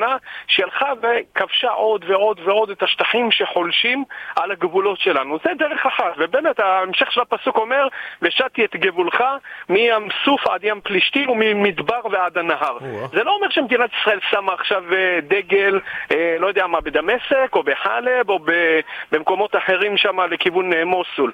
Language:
Hebrew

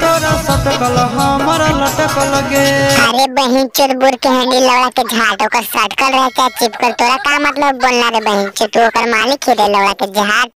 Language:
Magahi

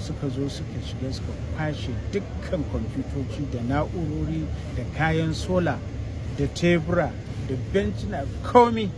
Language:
Hausa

